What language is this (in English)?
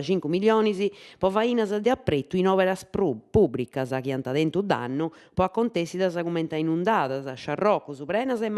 Sardinian